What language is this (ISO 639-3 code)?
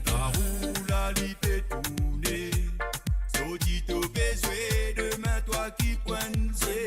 mfe